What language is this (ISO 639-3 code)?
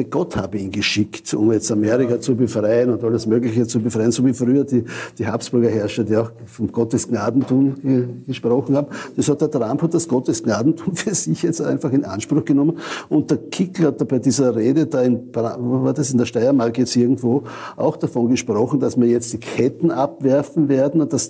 deu